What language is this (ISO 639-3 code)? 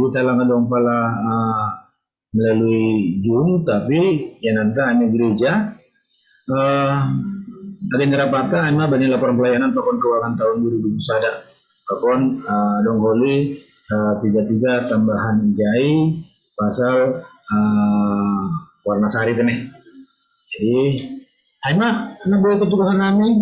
bts